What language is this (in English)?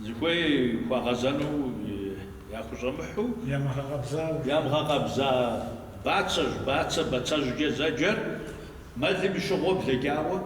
Kabardian